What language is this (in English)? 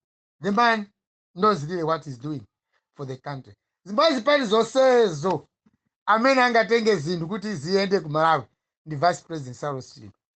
Nyanja